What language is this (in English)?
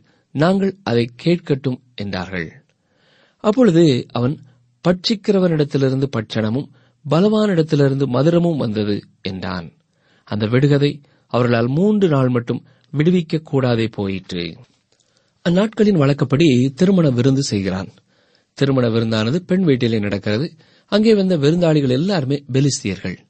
Tamil